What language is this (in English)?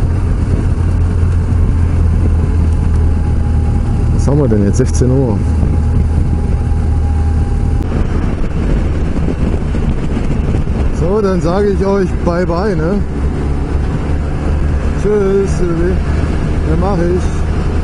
German